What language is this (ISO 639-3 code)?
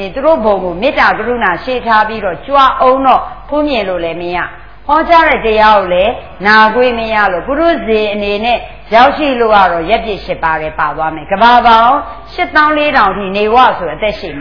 mya